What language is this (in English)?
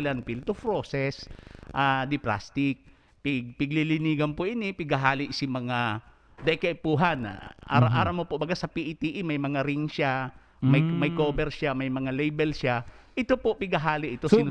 Bikol